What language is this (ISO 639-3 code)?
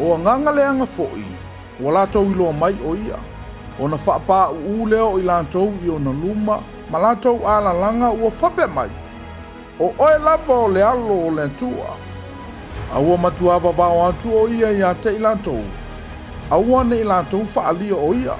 smo